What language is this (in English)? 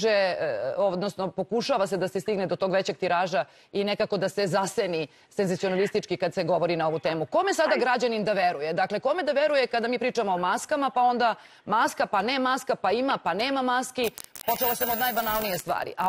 Serbian